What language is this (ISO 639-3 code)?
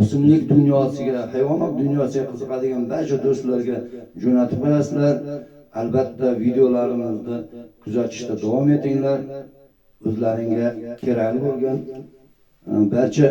uzb